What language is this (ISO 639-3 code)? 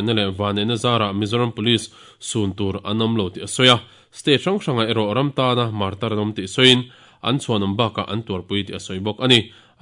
lus